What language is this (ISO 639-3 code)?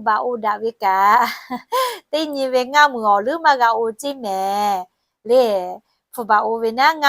lhu